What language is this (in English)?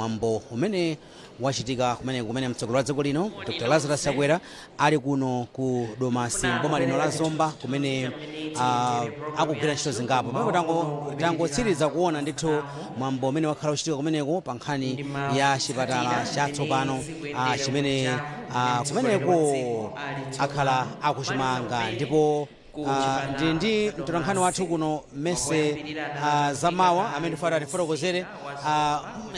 Nyanja